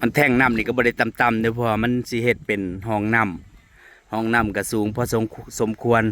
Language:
Northeastern Thai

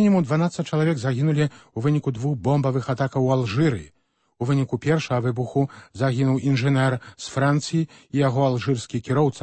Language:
Belarusian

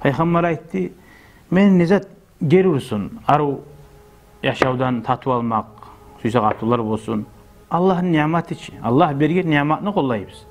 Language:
Kumyk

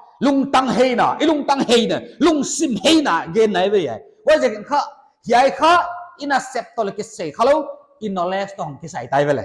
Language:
Paite Chin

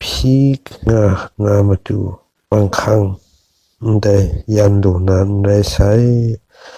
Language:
Kachin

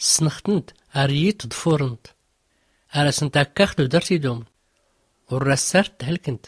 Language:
Tachelhit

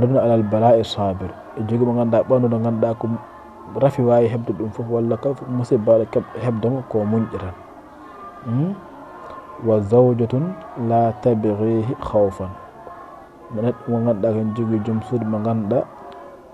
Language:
Fula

